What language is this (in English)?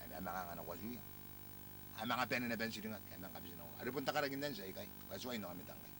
Gilbertese